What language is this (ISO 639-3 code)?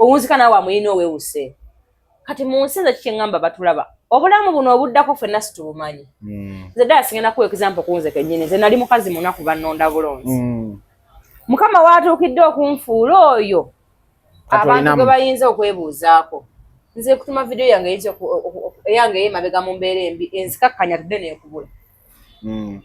lug